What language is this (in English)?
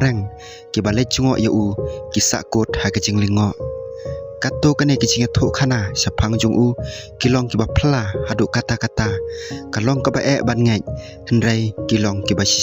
Khasi